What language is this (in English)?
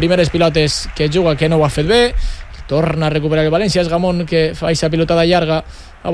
Catalan